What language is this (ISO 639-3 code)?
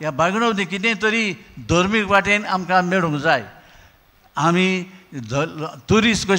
kok